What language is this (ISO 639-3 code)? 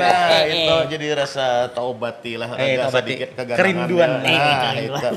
bjn